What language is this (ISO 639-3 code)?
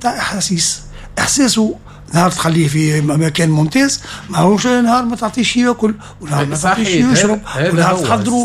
aeb